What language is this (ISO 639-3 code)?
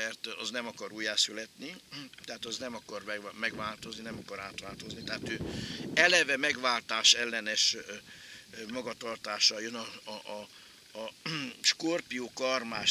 hun